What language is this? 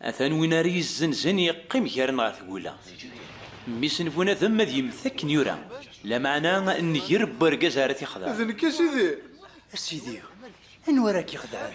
Kabyle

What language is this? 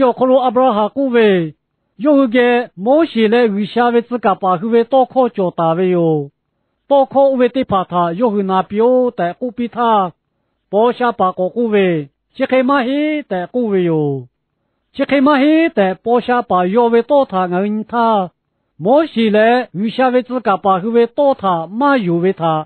Lahu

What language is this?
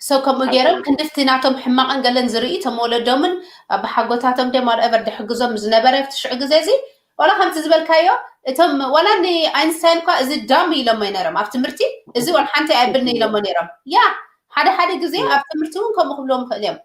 Tigrinya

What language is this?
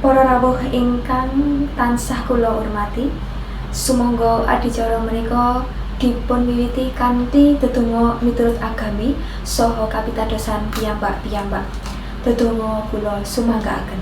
Javanese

